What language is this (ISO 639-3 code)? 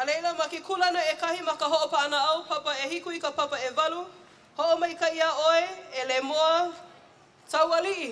haw